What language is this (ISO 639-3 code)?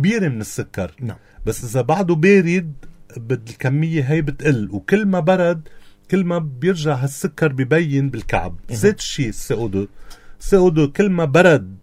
apc